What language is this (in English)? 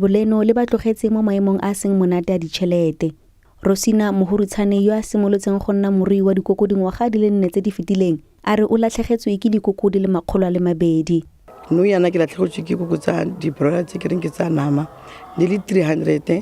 Tswana